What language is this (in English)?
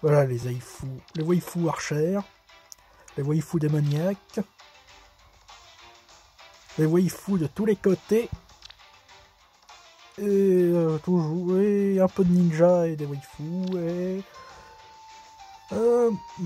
French